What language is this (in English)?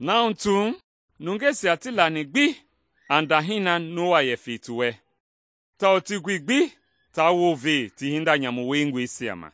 Mende